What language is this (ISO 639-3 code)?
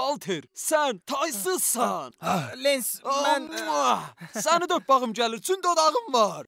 azb